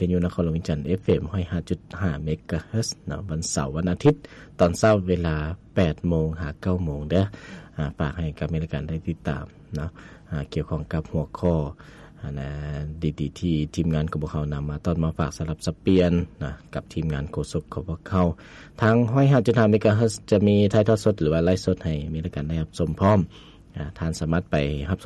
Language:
Lao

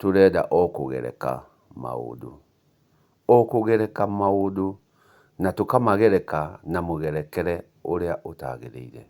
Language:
Kikuyu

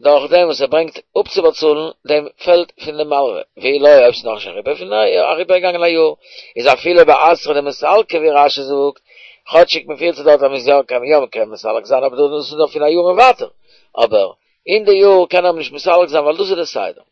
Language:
Yiddish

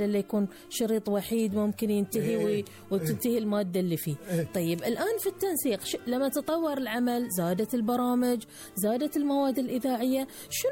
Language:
Gulf Arabic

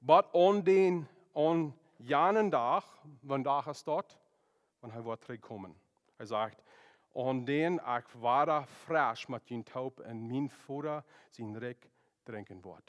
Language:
Plautdietsch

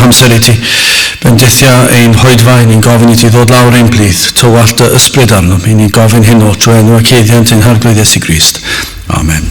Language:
Welsh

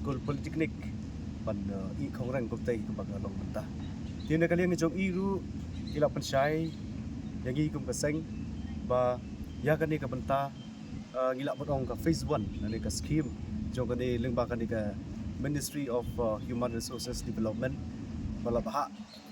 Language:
Khasi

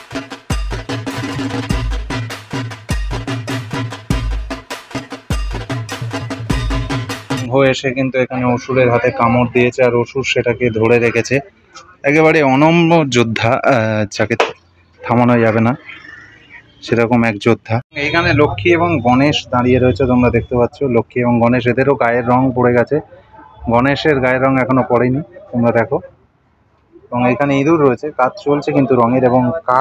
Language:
Bangla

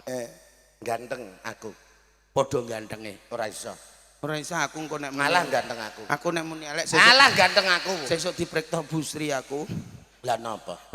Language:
Javanese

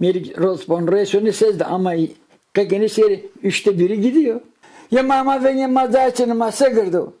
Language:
Zaza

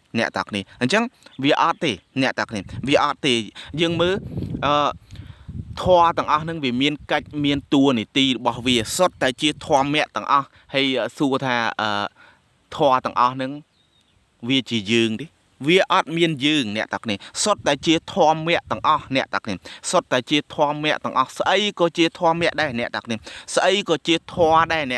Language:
Khmer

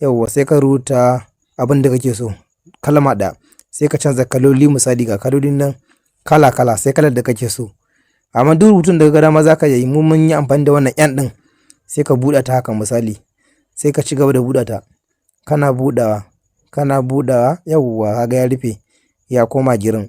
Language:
Hausa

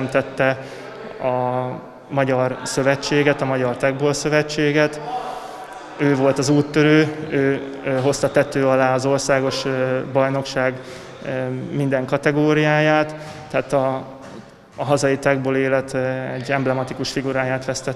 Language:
Hungarian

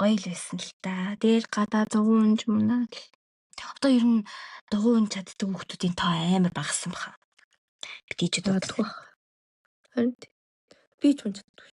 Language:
Mongolian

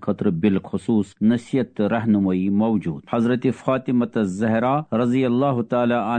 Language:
Kashmiri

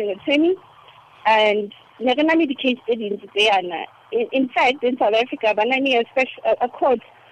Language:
Tswana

